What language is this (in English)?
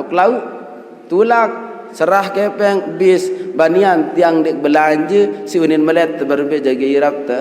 Sasak